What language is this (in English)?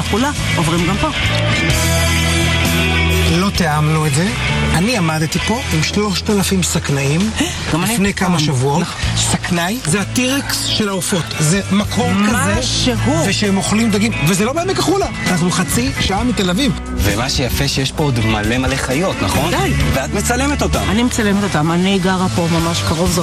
Hebrew